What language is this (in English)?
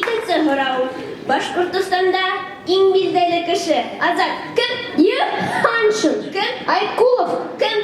Bashkir